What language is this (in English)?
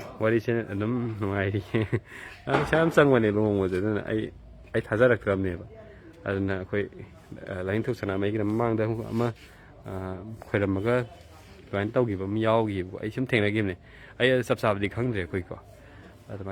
Manipuri